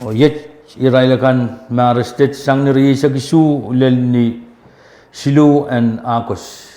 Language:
Pohnpeian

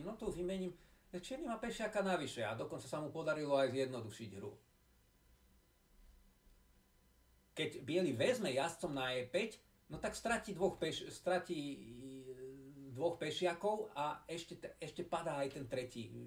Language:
Slovak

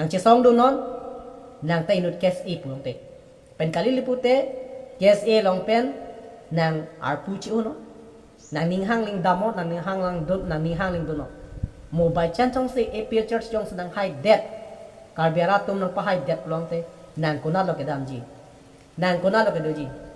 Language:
Karbi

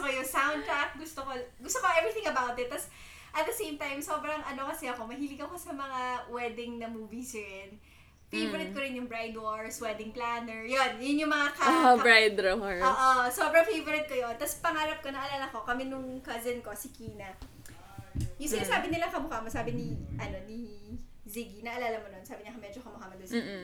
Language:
Filipino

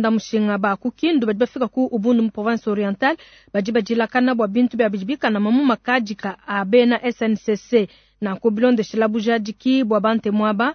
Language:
Luba-Lulua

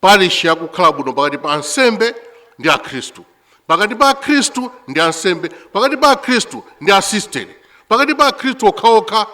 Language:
Nyanja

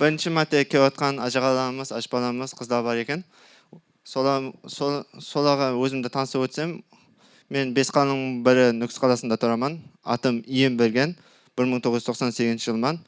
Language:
Kara-Kalpak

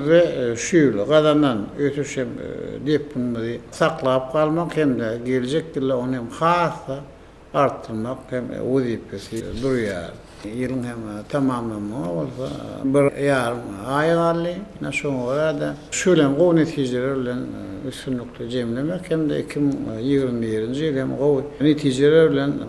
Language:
Turkmen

